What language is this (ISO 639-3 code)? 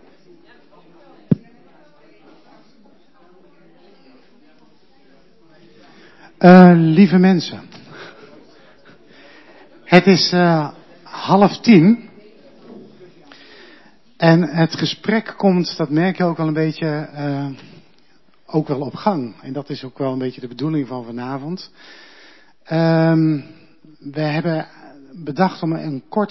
nld